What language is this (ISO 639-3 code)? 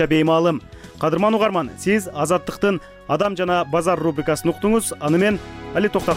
kir